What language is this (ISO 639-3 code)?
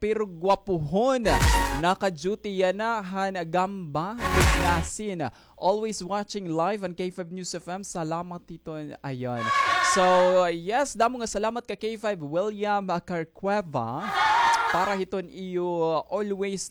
war